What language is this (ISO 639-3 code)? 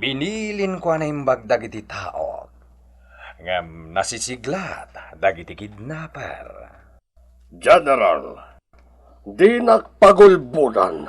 ilo